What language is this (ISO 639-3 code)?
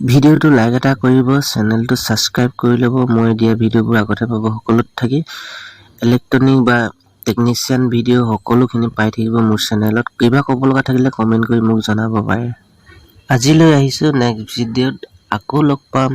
asm